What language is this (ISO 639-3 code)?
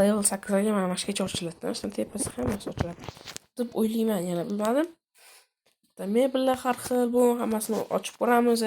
uzb